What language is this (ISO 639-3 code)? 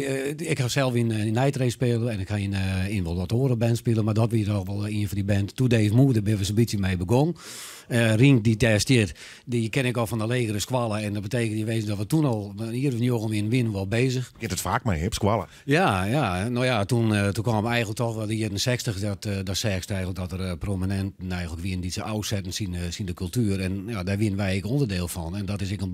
fry